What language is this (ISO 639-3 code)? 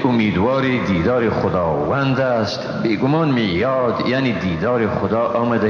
fas